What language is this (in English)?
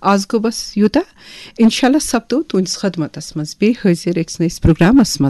Kashmiri